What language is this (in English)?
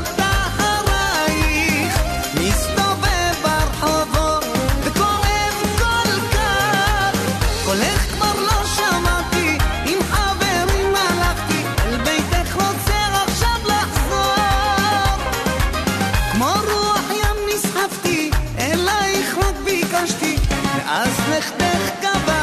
Hebrew